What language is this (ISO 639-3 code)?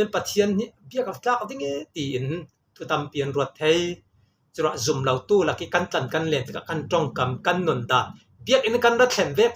cfm